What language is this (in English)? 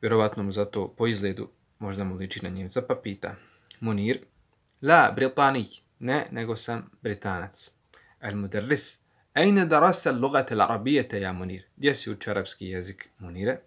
Bosnian